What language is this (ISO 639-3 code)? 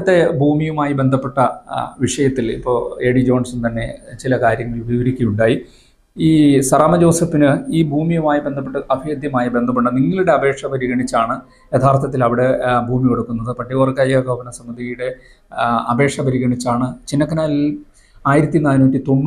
mal